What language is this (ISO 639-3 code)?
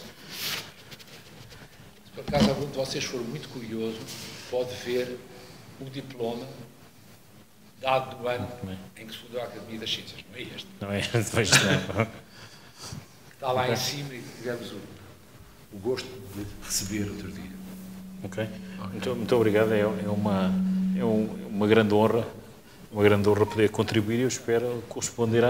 por